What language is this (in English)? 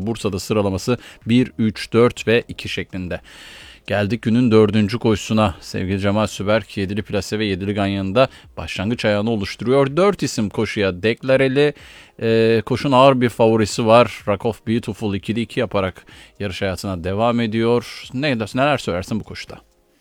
Turkish